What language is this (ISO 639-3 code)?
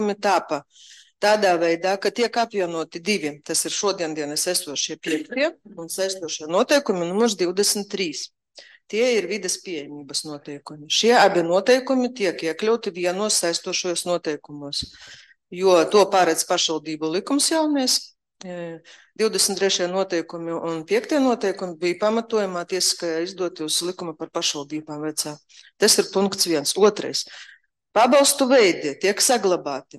lav